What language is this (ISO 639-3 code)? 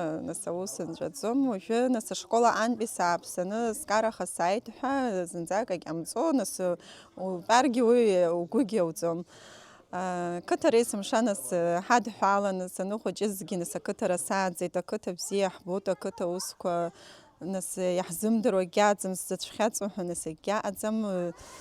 abk